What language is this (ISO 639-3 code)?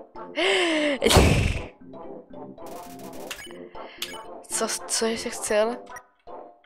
ces